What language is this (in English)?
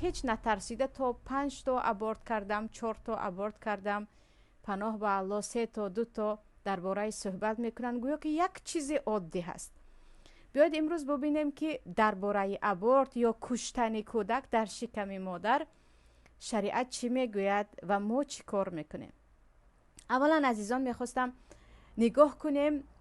Tajik